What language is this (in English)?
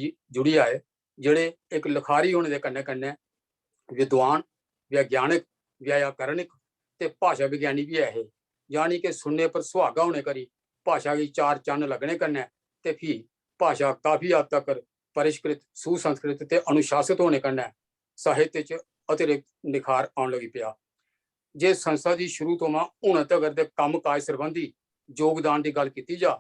Dogri